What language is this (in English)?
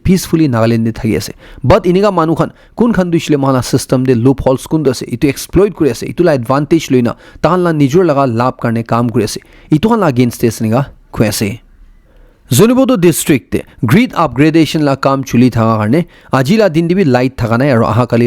Naga Pidgin